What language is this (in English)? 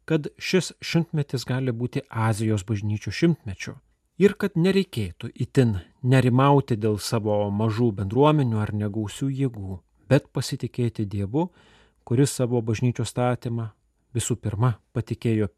Lithuanian